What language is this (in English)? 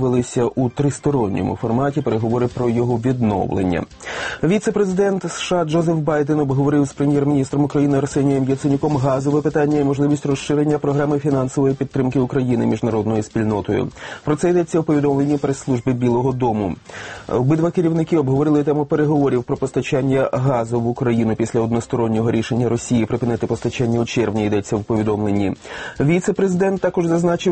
Ukrainian